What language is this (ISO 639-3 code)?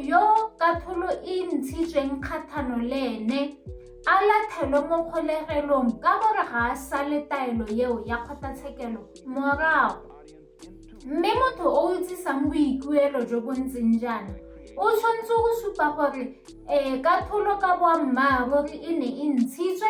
tsn